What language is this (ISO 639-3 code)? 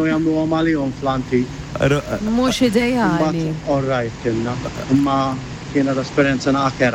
mlt